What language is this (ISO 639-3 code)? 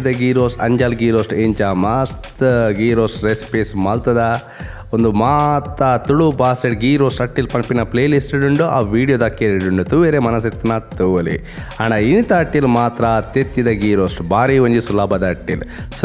tcy